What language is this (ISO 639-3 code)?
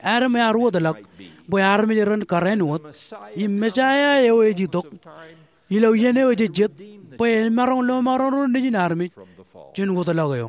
mah